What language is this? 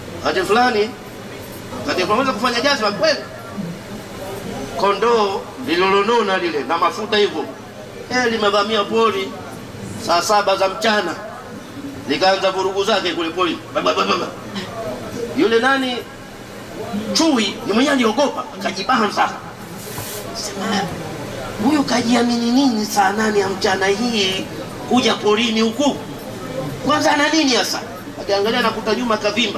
Swahili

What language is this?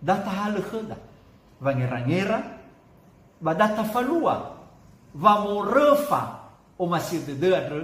Nias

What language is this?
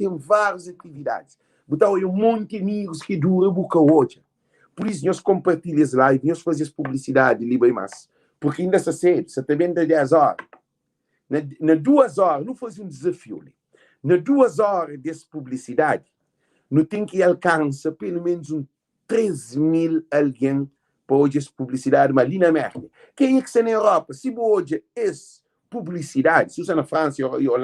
Kabuverdianu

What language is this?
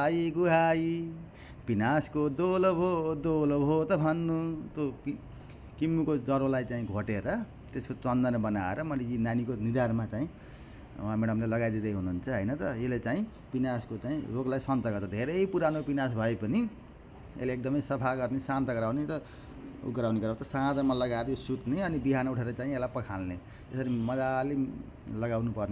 Nepali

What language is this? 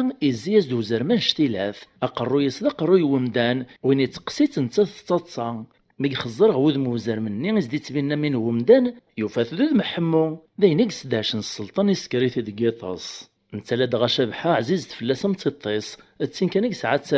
Kabyle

